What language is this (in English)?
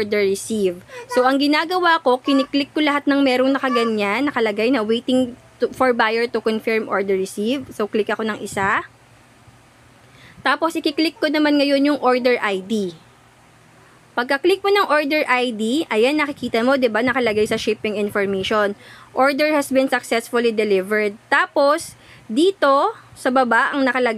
Filipino